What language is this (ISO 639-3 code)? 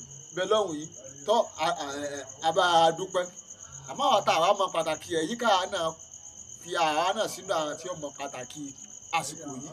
yor